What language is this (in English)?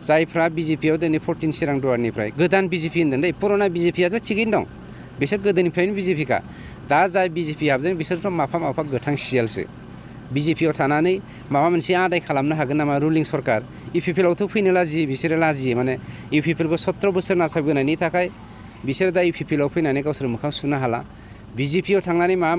Bodo